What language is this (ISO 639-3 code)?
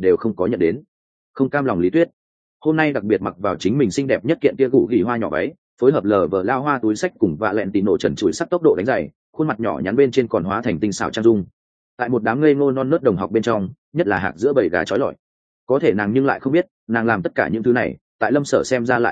vie